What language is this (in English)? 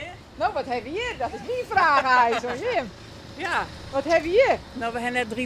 Western Frisian